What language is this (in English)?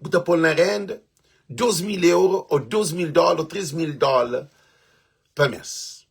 Kabuverdianu